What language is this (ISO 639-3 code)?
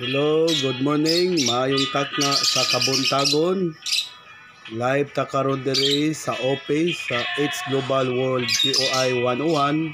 ceb